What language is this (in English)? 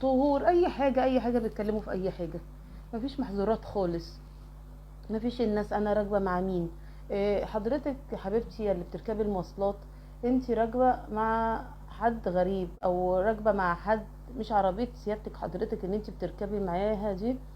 Egyptian Arabic